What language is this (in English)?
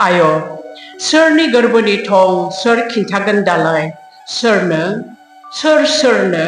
Bodo